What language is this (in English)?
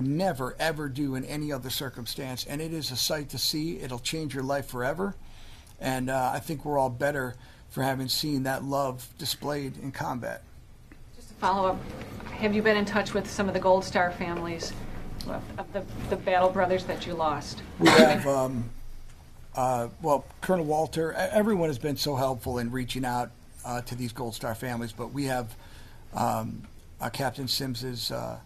English